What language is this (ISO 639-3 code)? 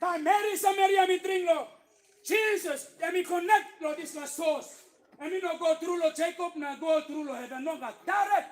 tpi